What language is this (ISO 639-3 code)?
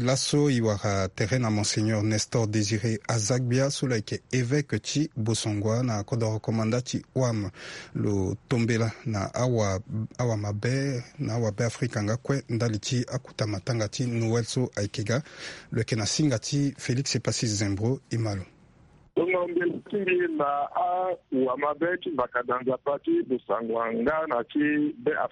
sag